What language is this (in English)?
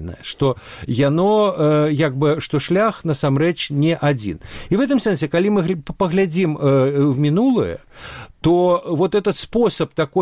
Belarusian